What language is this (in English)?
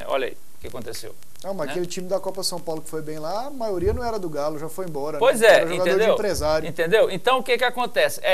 Portuguese